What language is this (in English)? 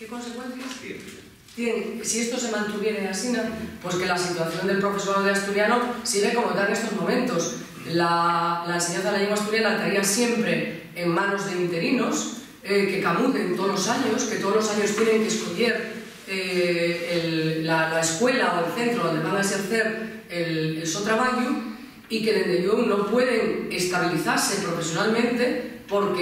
Asturian